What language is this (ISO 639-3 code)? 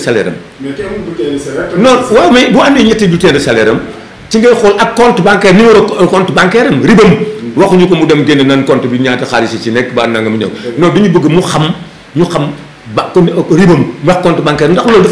wol